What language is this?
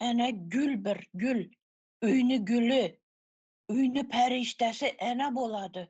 Turkmen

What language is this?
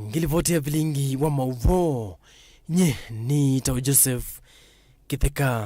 Kamba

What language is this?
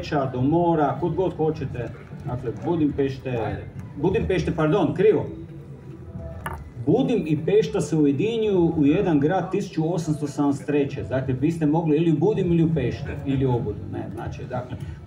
Croatian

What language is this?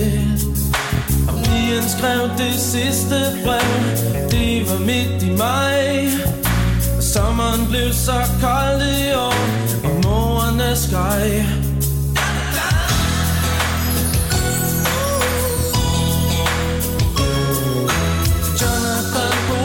Danish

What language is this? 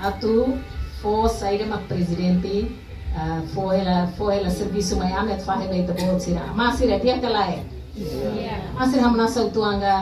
Tetum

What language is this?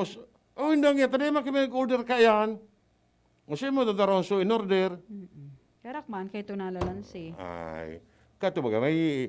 Bikol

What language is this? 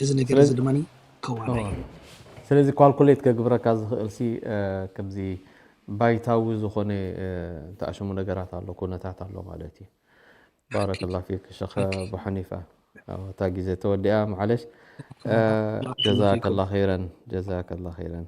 Tigrinya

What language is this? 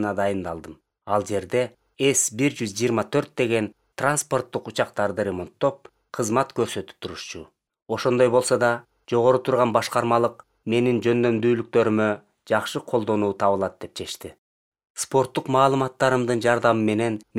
Kyrgyz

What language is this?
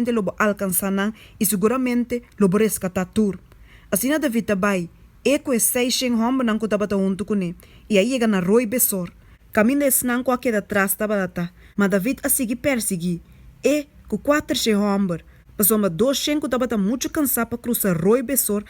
Papiamento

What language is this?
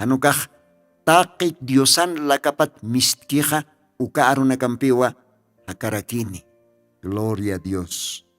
Aymara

